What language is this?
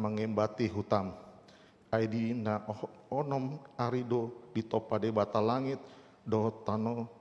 Batak Toba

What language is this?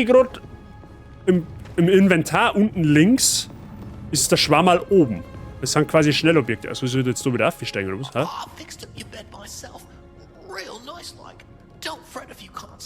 Bavarian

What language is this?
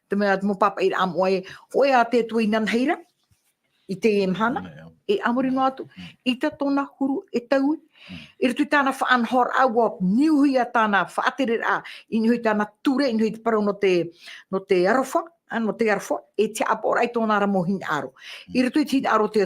Tahitian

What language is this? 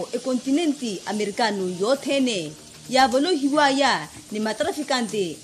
Makhuwa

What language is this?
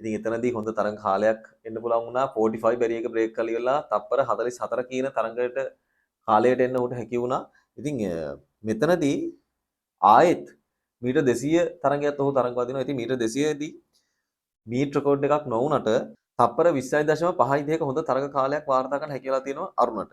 Sinhala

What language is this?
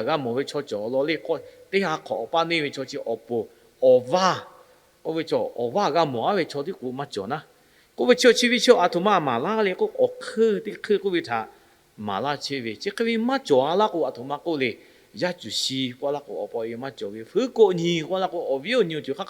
Lahu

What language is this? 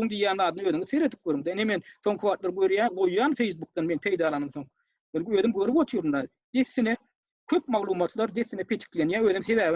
Turkmen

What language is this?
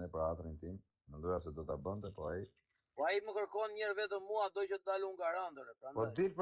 Albanian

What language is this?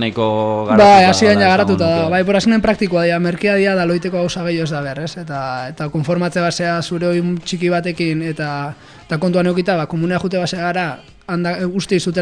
Basque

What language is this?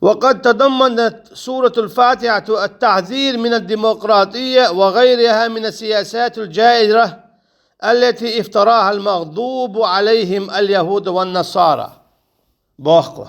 Chechen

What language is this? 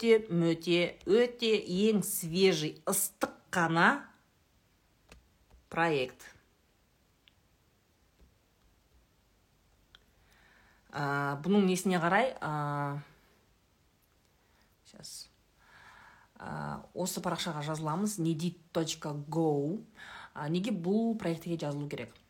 Kazakh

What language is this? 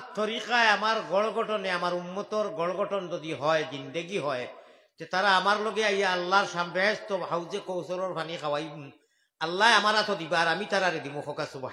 Sylheti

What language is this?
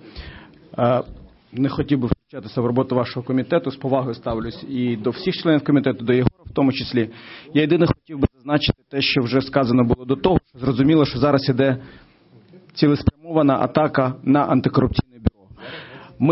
Ukrainian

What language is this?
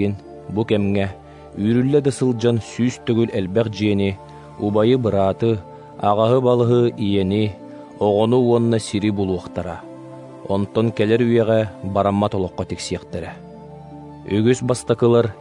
Yakut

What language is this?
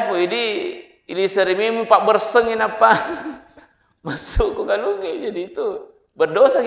Buginese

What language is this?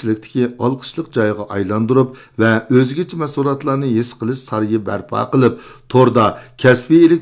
Uyghur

